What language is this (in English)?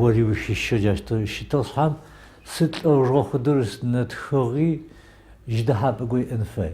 Adyghe